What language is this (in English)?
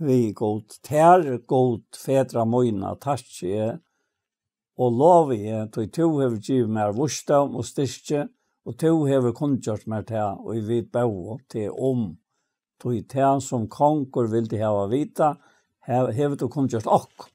Faroese